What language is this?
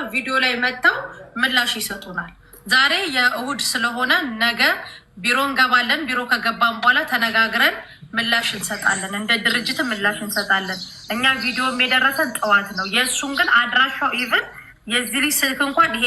Amharic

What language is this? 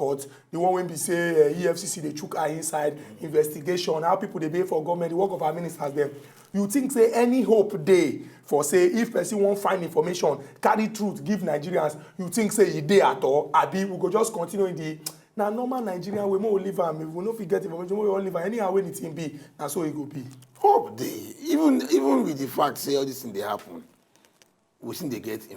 Nigerian Pidgin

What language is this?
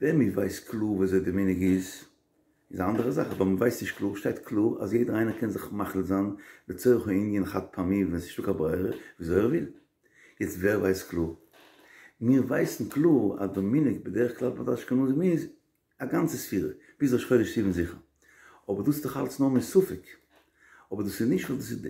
Yiddish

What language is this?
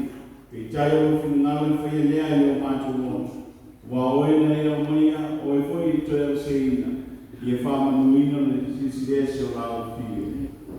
Samoan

